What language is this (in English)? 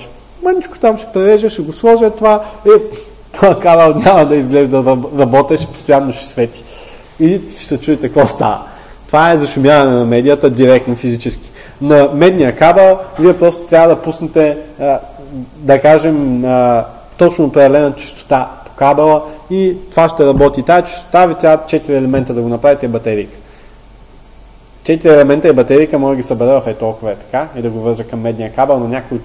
Bulgarian